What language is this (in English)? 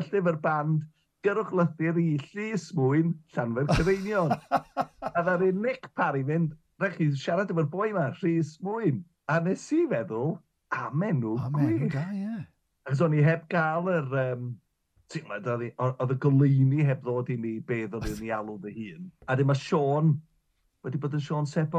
Welsh